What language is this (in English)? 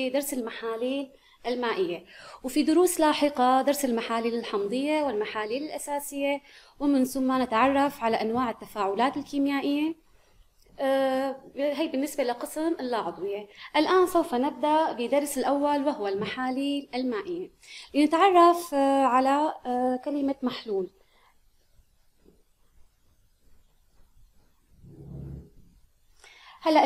Arabic